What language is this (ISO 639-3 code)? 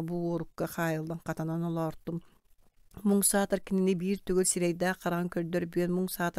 sah